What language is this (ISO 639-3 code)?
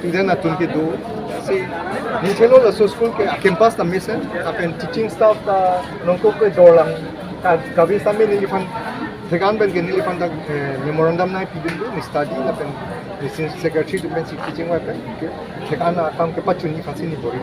mjw